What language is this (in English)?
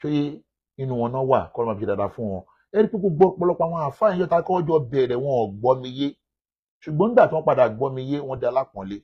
Yoruba